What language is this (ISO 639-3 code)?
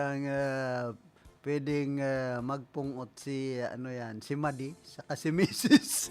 bik